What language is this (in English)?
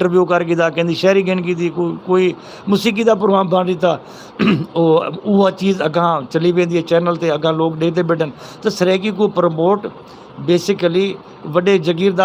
Saraiki